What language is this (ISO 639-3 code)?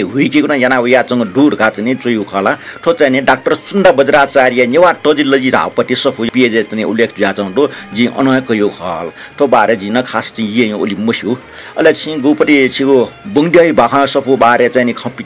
new